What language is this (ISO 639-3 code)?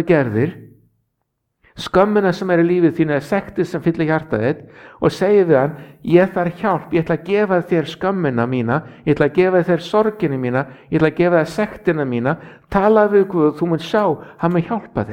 isl